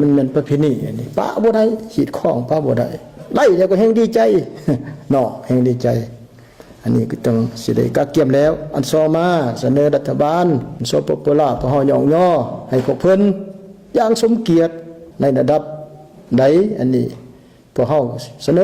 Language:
Lao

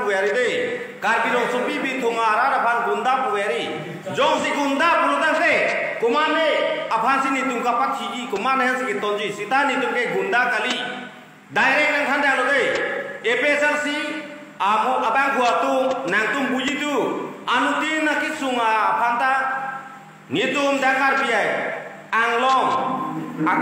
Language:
Karbi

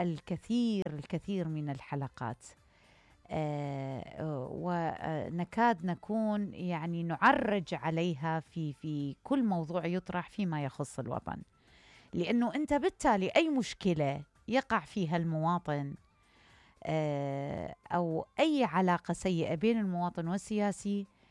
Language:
Mesopotamian Arabic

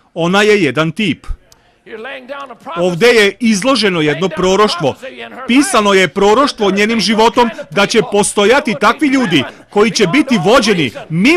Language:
Serbian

